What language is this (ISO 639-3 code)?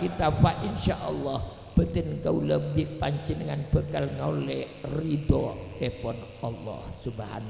mad